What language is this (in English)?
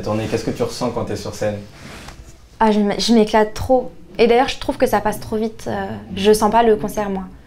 French